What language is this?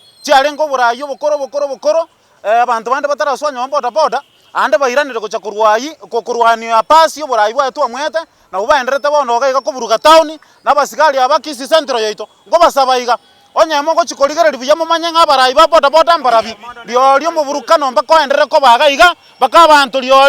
Gusii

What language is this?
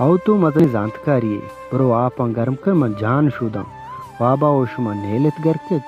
Baluchi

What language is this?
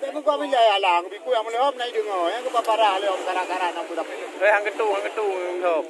Achinese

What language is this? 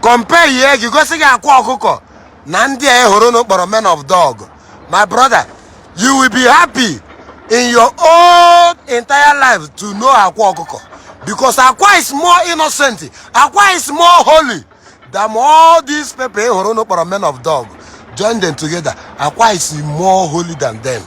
Igbo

